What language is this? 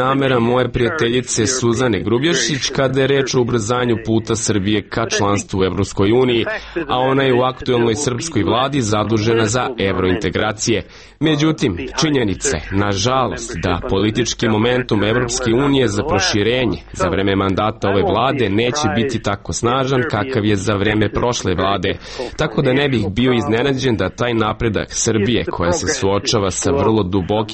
Serbian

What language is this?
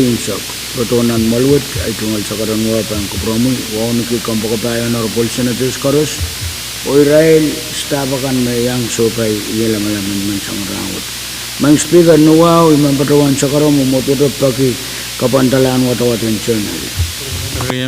Pohnpeian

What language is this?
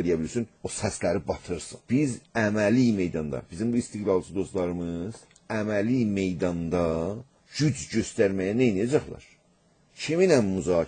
South Azerbaijani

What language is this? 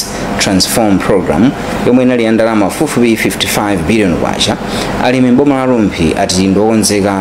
Nyanja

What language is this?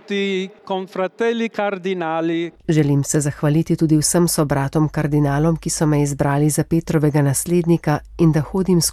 Slovenian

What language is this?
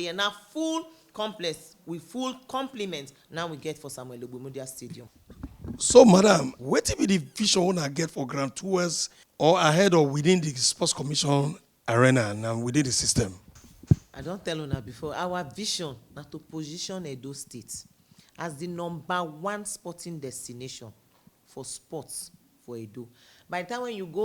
Nigerian Pidgin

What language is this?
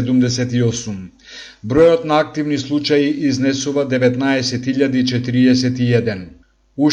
Macedonian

